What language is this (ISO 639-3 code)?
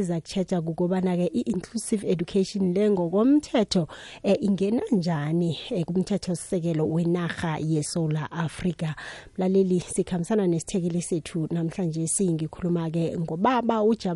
nbl